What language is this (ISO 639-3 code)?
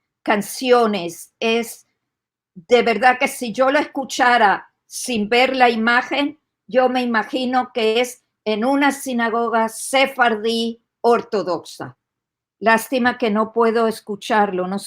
lad